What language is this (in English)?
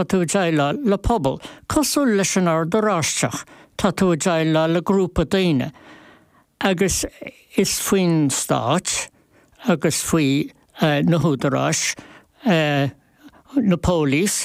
Irish